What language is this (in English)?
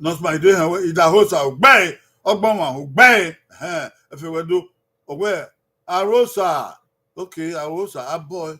Bini